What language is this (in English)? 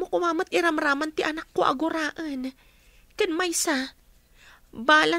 Iloko